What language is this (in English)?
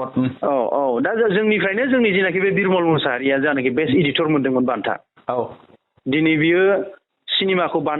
Bodo